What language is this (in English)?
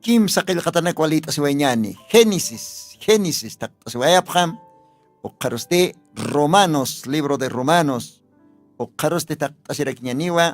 Aymara